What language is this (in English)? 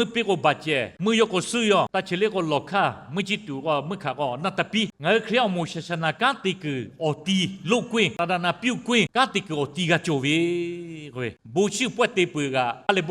Lahu